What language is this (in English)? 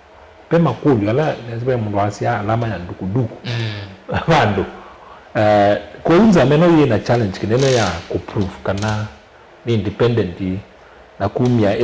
Kamba